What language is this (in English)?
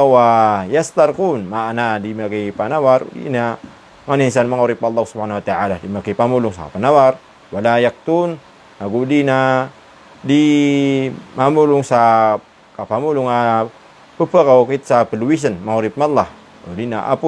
Maranao